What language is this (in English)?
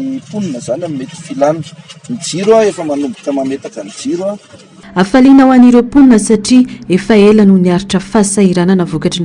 Malagasy